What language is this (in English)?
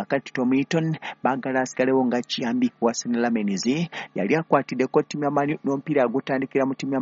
Ganda